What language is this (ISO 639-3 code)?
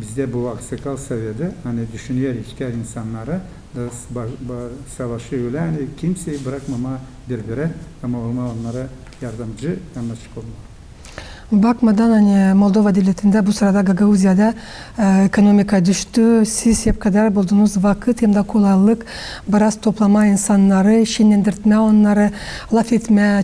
gag